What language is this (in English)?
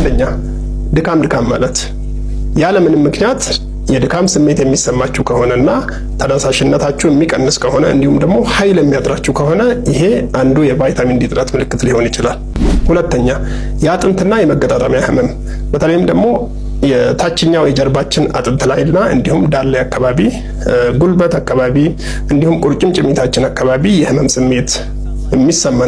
Amharic